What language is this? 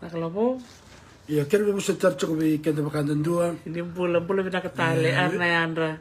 Fijian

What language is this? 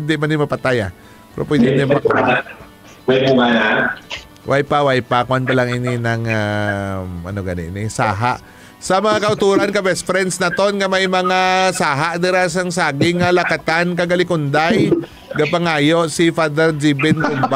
Hiligaynon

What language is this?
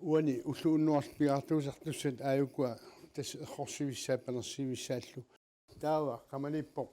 Kalaallisut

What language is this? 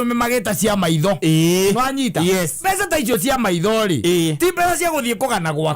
Kikuyu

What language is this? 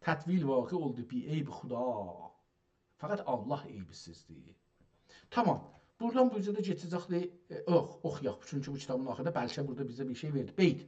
South Azerbaijani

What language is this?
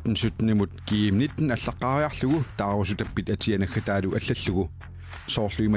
Kalaallisut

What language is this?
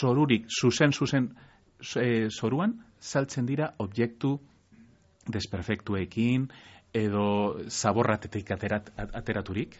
Basque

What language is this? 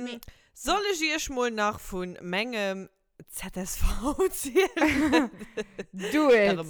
Luxembourgish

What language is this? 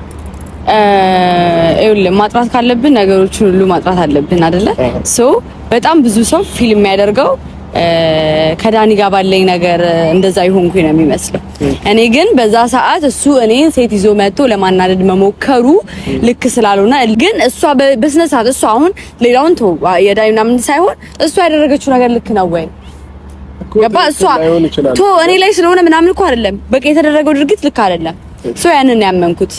Amharic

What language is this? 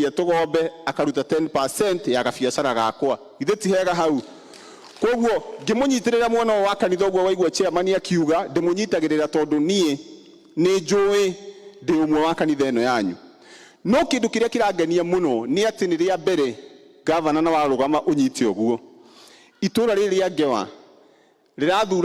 Kikuyu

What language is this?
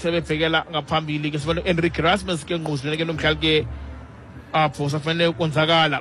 Xhosa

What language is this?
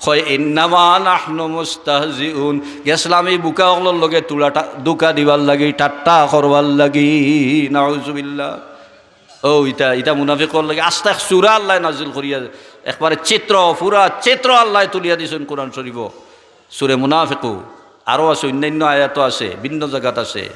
Sylheti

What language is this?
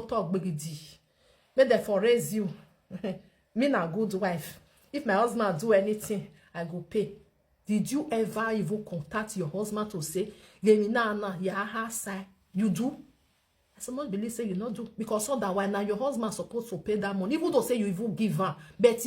Nigerian Pidgin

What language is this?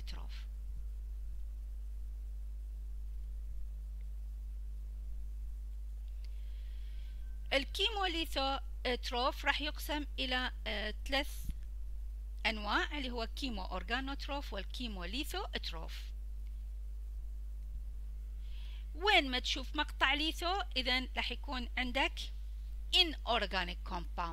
Mesopotamian Arabic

